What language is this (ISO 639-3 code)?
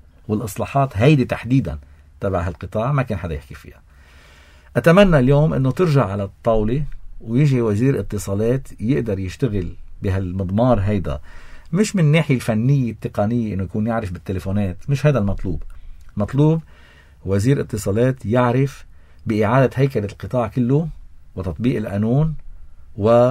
apc